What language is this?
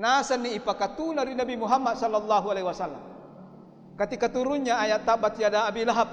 Buginese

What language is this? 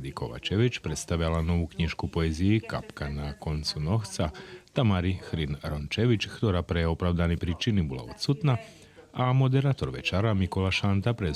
Rusyn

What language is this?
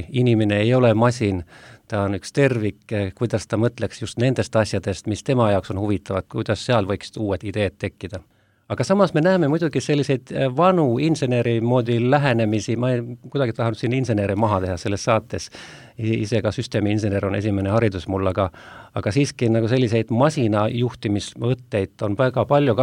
Estonian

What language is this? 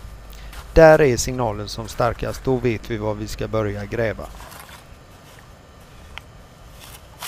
Swedish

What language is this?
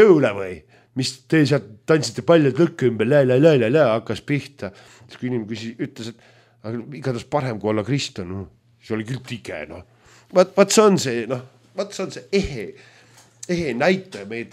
Estonian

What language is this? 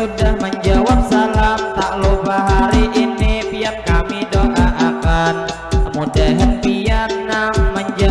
Banjar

